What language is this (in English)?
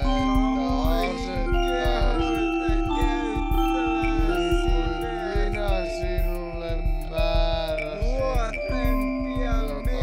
Finnish